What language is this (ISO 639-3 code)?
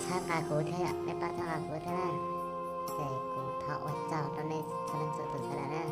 hmn